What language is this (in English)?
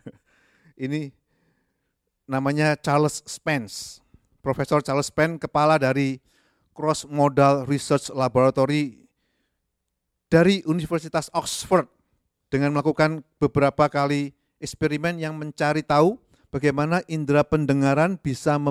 Indonesian